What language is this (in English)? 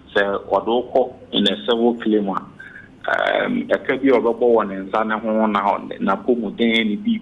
Akan